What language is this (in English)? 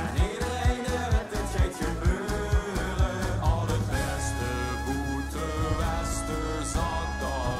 Limburgish